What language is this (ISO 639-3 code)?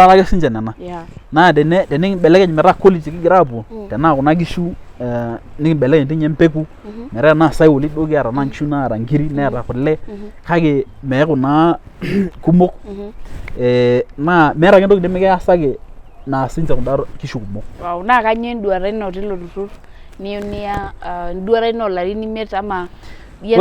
mas